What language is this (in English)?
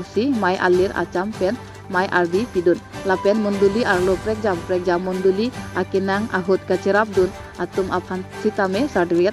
Karbi